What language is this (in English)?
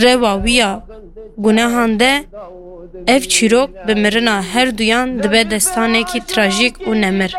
Kurdish